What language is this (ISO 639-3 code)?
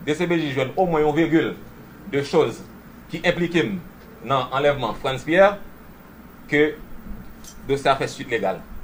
hat